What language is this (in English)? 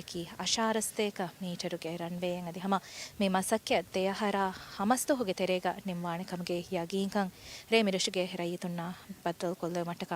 Divehi